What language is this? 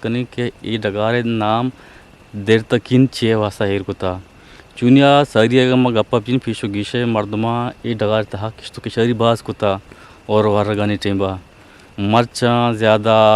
Eastern Balochi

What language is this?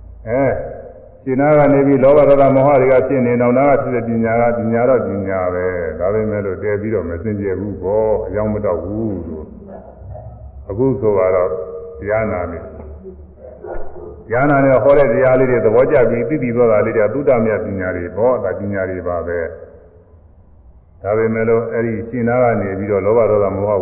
Burmese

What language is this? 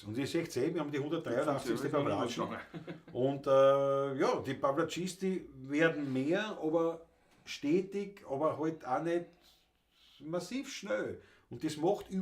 Bavarian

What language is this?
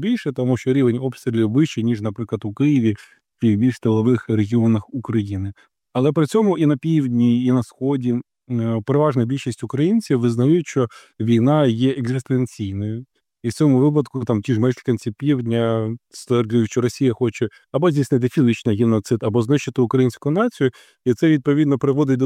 Ukrainian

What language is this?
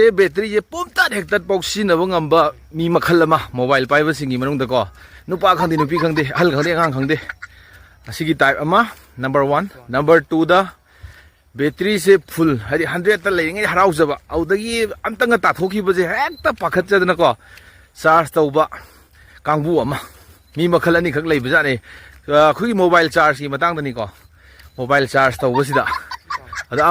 Manipuri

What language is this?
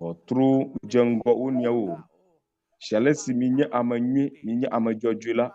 Ewe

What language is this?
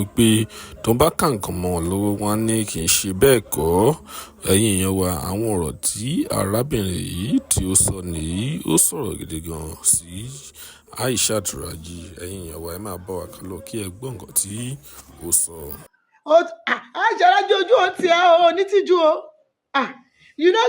Yoruba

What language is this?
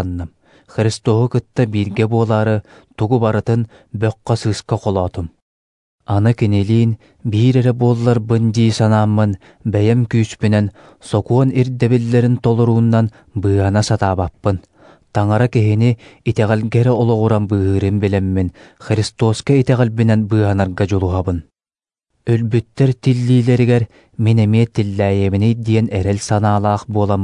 Yakut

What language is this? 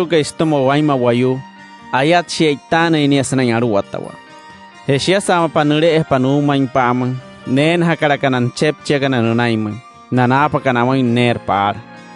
Wayuu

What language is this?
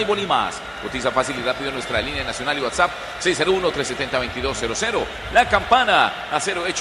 Spanish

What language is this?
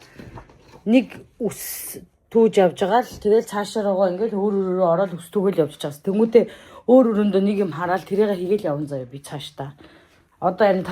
Mongolian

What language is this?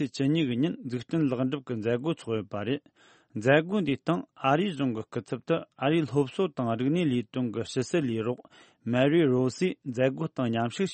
Tibetan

